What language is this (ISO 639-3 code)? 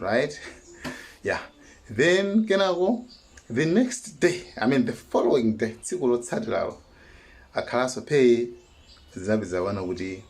nya